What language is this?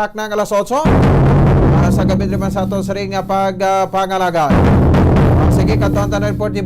Hiligaynon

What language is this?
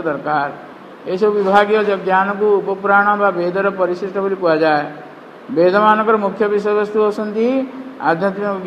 Odia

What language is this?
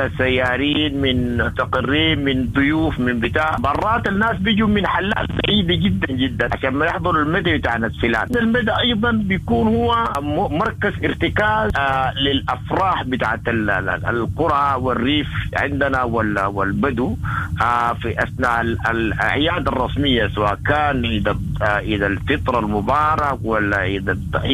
Sudanese Arabic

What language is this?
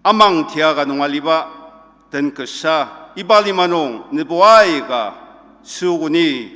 Ao Naga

